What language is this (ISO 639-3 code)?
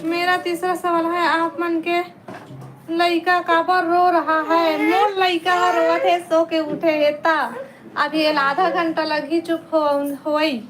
hne